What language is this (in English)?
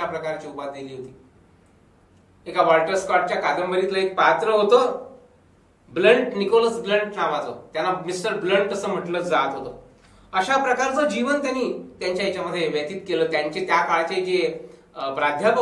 Marathi